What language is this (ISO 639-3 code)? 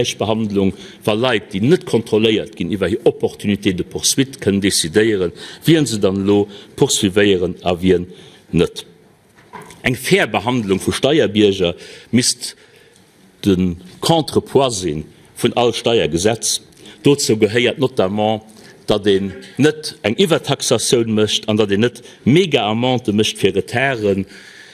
ltz